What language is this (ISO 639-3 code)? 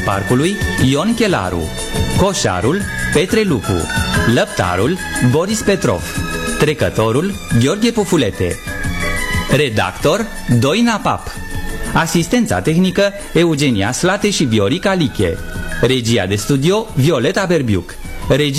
ron